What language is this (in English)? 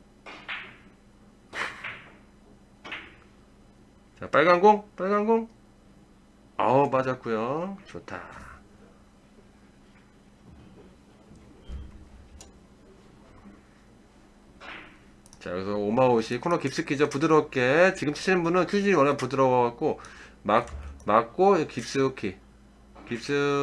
Korean